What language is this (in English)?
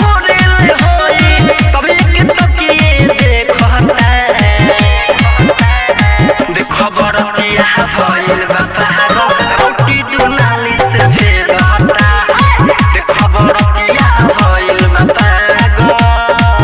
Bhojpuri